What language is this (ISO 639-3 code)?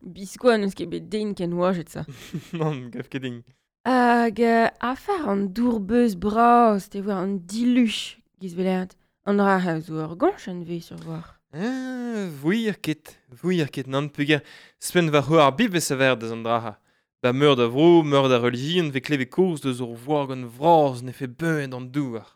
bre